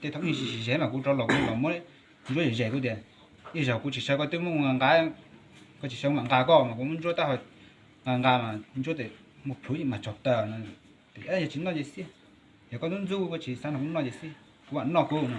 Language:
Hmong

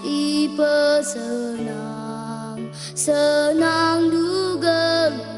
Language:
Batak Karo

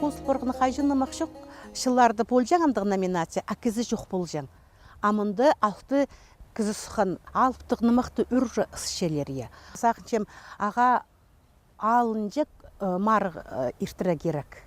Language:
Khakas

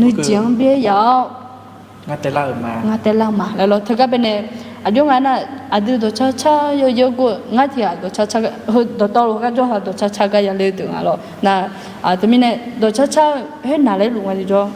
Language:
Akha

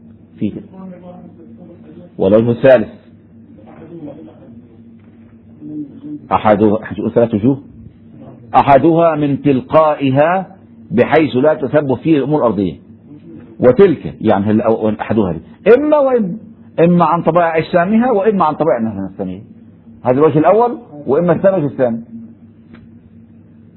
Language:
Arabic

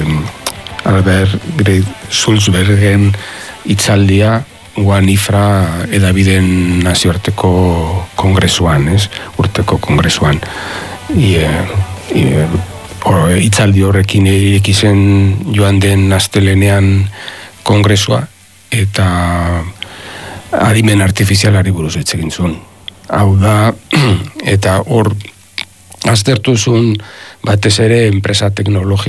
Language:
Basque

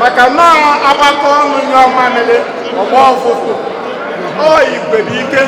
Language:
Igbo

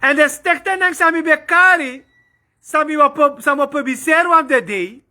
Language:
Sranan Tongo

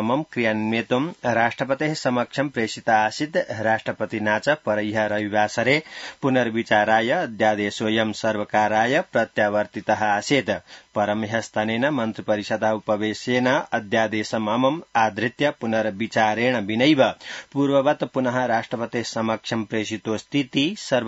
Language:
Sanskrit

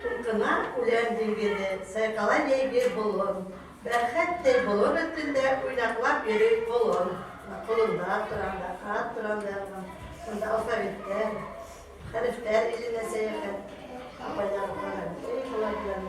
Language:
Bashkir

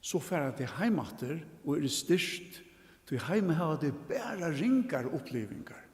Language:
Faroese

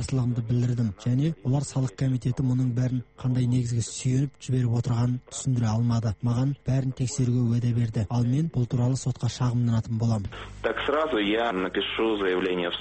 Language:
Kazakh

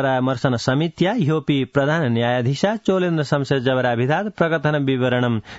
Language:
Sanskrit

